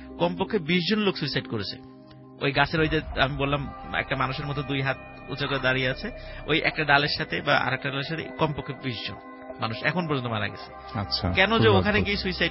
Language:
Bangla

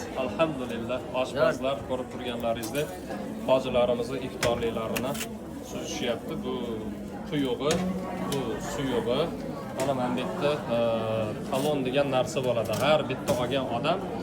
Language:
Uzbek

